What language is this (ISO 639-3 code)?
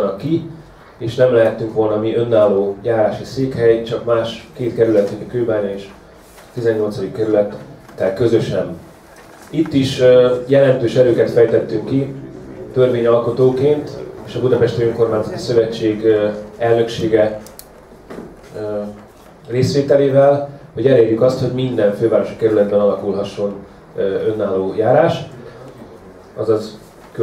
hun